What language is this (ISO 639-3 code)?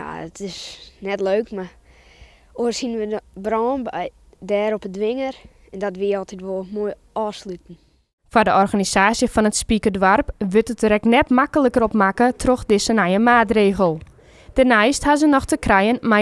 fry